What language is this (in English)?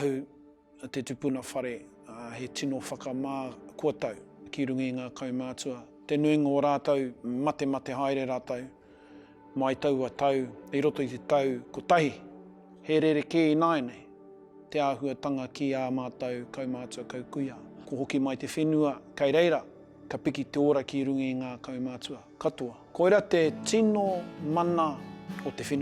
Māori